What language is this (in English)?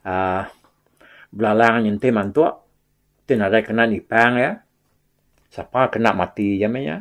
Iban